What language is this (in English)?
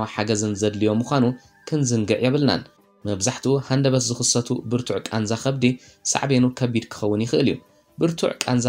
Tigrinya